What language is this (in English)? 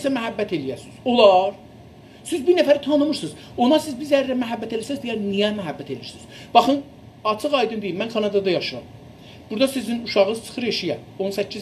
South Azerbaijani